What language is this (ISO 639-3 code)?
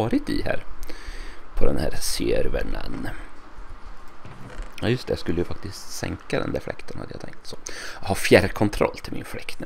swe